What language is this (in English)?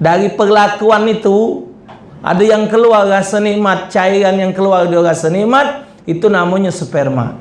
Musi